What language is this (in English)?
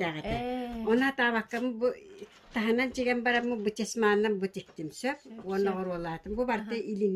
Yakut